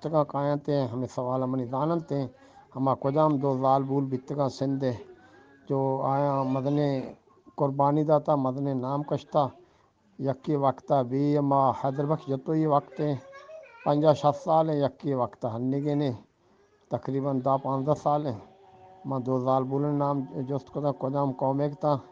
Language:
Eastern Balochi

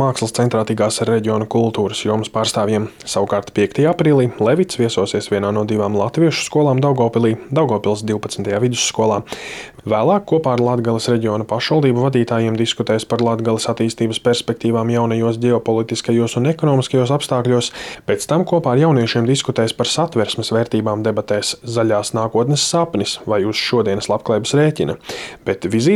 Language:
Latvian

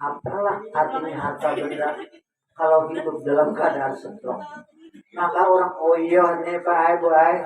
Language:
Banjar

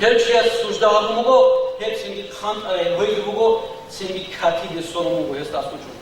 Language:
Avaric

